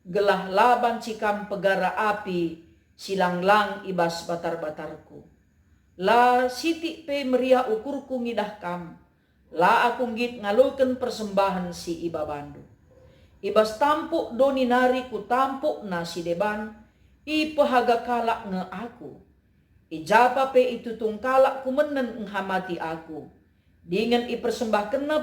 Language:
Batak Karo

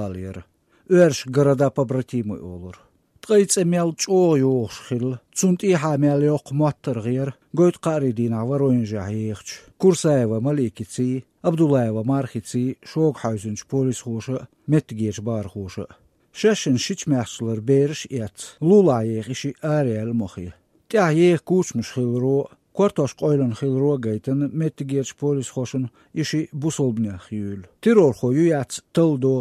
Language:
Chechen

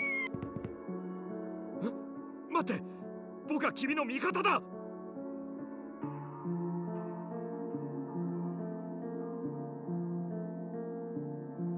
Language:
Japanese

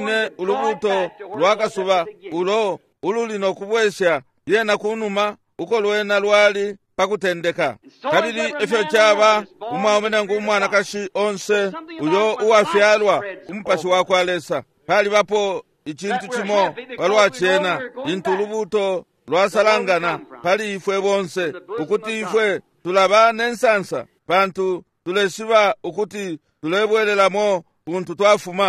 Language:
Bemba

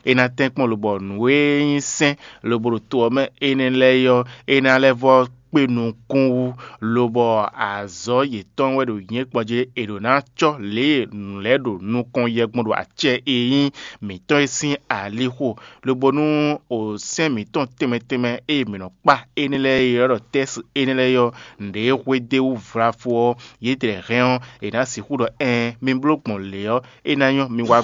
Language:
Fon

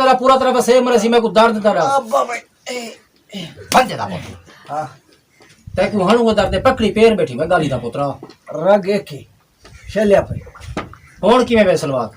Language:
Saraiki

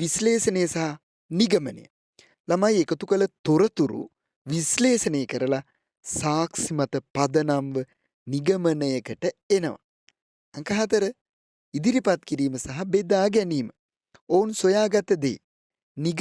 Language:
Sinhala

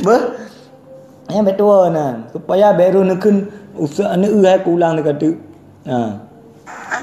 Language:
Achinese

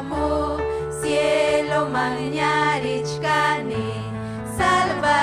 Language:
Ayacucho Quechua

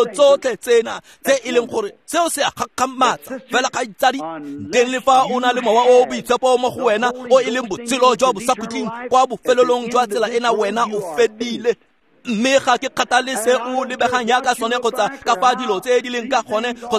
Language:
Tswana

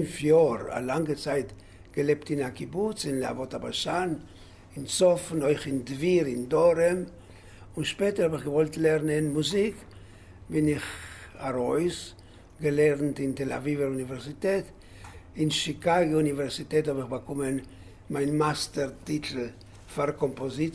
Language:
Yiddish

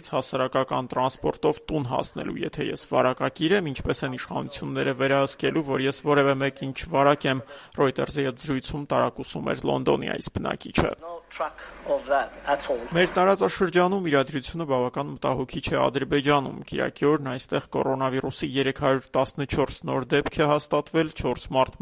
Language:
Armenian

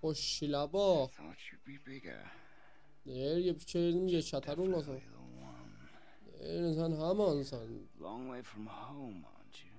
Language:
South Azerbaijani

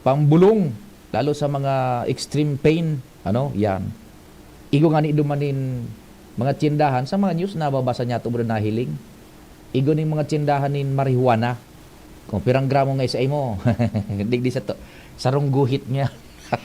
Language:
Bikol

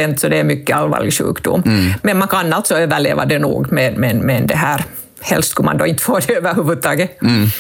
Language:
Swedish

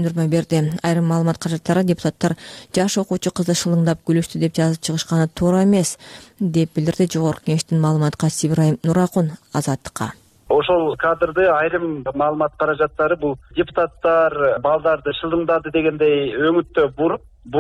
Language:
Kyrgyz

